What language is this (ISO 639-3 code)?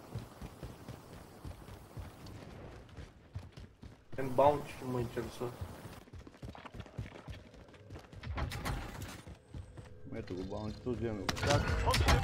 bul